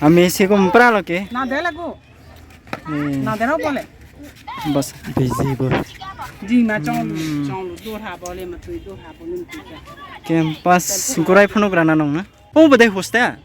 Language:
Kok Borok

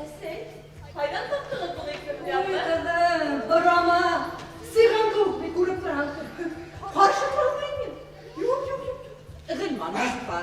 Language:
Bashkir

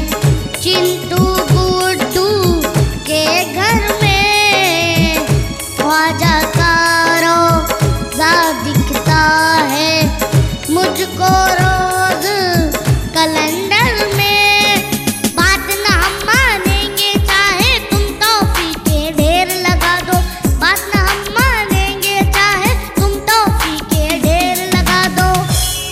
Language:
Hindi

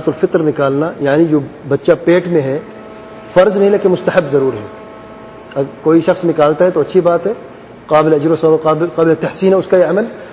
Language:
Urdu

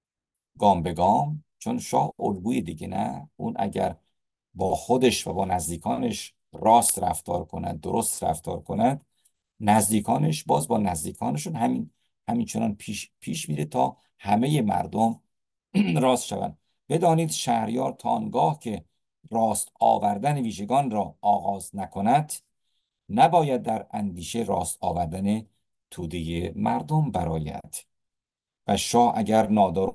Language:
Persian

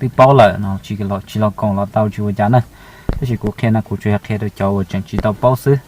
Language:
Hmong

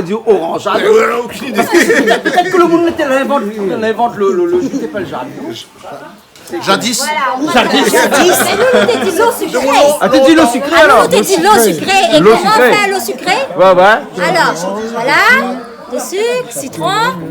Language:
Réunion Creole French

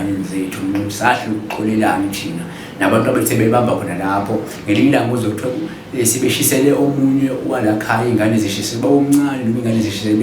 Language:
Zulu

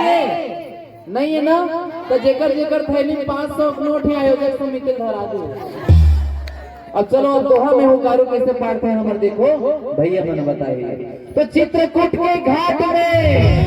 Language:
Chhattisgarhi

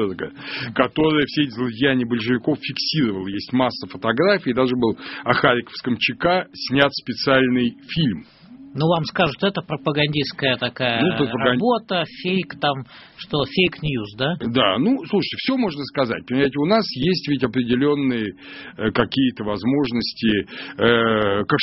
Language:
Russian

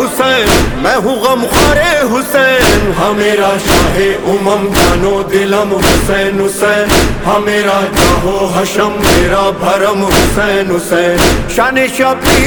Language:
Urdu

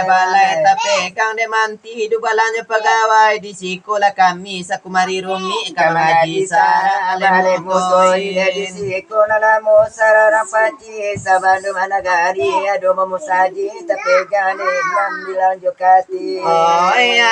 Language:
Minangkabau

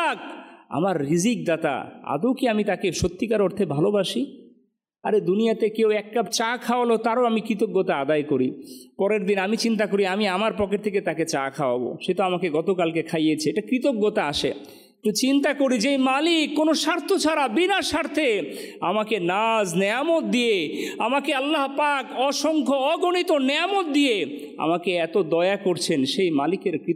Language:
Bangla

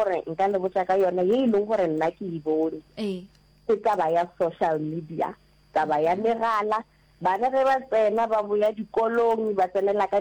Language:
Northern Sotho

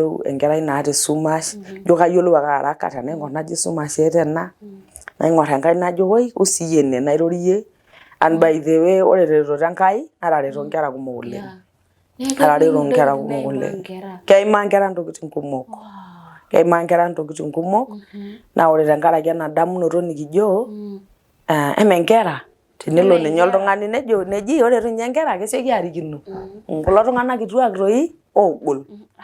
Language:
Masai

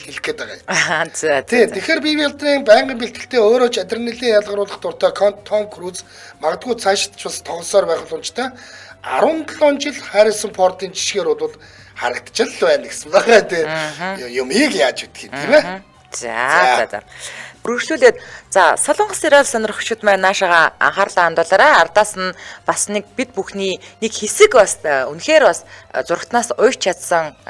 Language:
Mongolian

